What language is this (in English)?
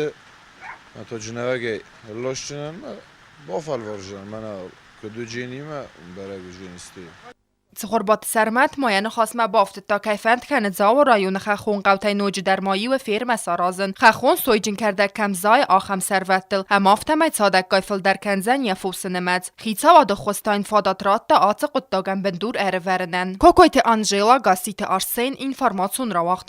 Ossetic